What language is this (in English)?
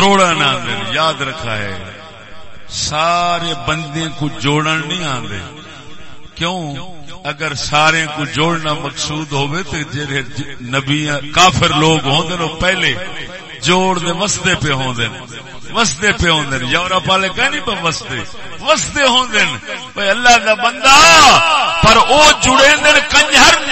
Saraiki